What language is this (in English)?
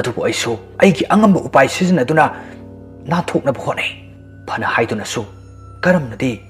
Manipuri